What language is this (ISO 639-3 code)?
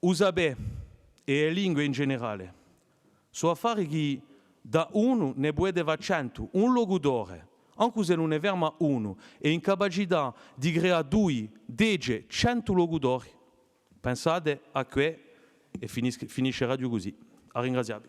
cos